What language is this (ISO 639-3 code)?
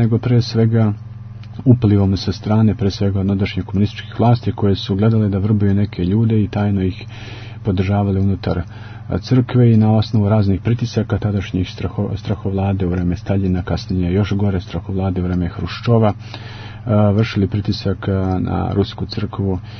srp